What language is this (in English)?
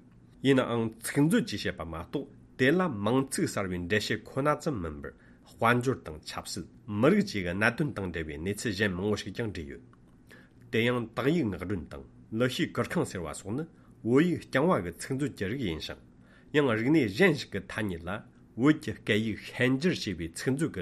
Tibetan